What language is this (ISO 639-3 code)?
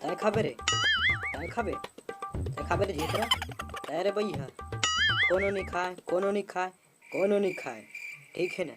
hne